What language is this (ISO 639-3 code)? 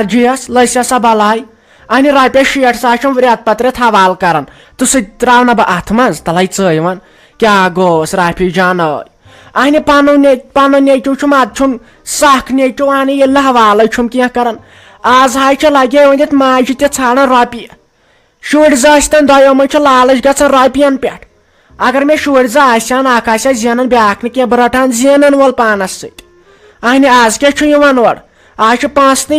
kas